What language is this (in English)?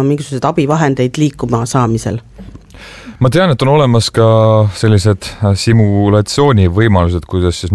Estonian